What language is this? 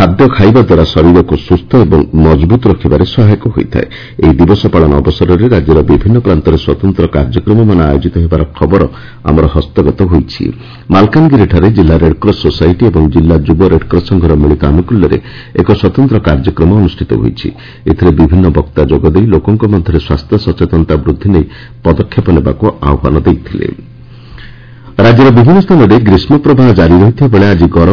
Odia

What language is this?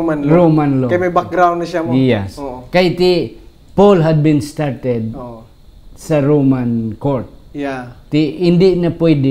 Hiligaynon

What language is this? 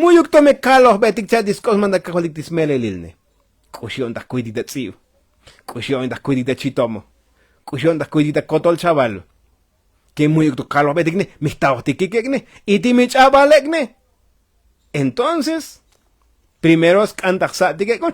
Tzotzil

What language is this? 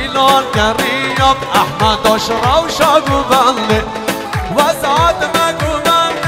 Kurdish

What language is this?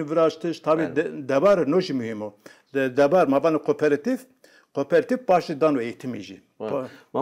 Zaza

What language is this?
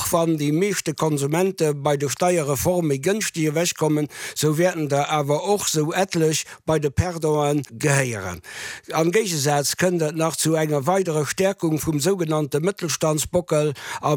Luxembourgish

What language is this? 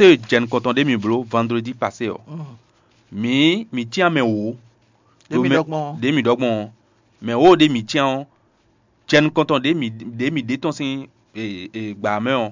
Fon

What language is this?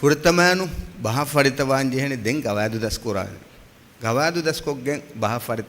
Divehi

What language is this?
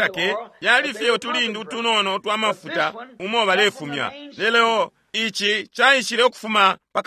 Bemba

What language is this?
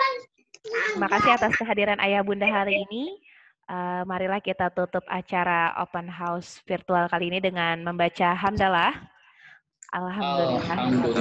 Indonesian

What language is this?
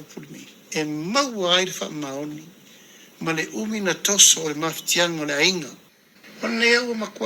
Samoan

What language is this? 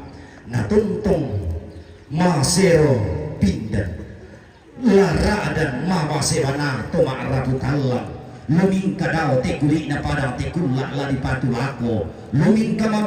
Toraja-Sa'dan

